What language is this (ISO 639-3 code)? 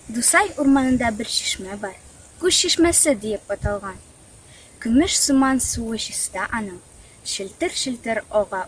tat